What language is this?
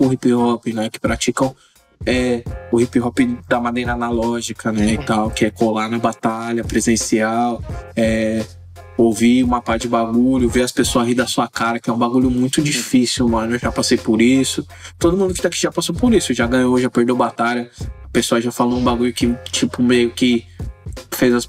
Portuguese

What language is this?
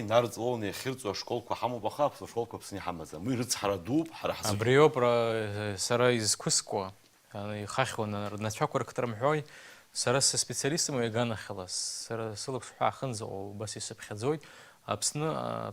Abkhazian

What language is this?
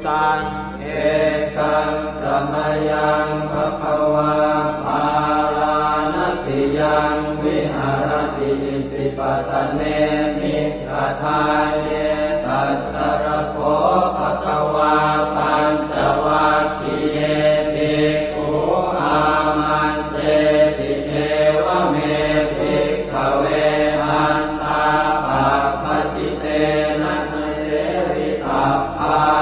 Pali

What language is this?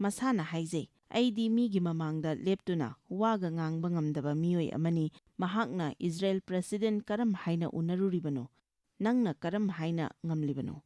Manipuri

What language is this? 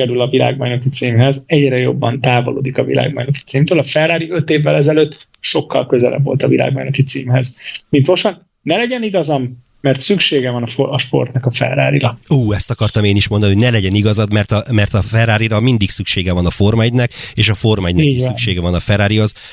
Hungarian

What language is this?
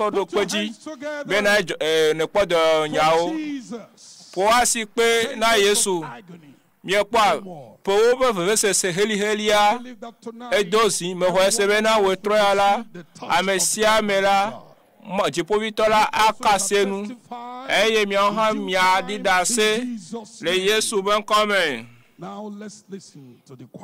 Ewe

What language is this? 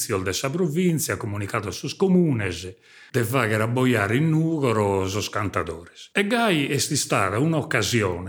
Sardinian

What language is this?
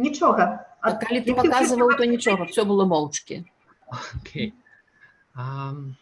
Belarusian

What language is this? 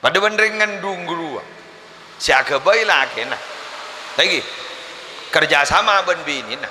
Madurese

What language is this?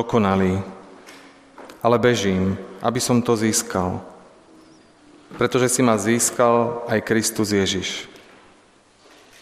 Slovak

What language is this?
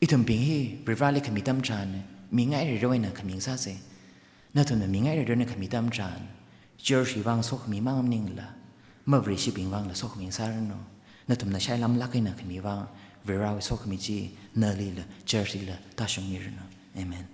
Tangkhul Naga (India)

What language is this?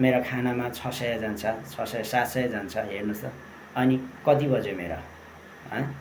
Nepali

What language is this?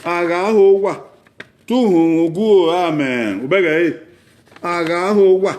Bini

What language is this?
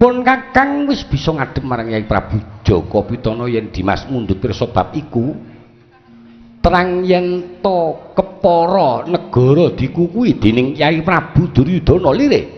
Javanese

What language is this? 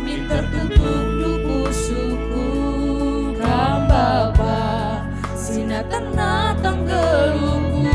Batak Karo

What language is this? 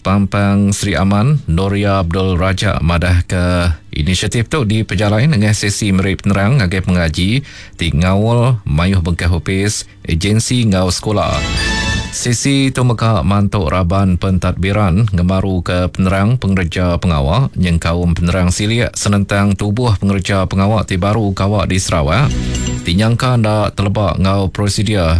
Iban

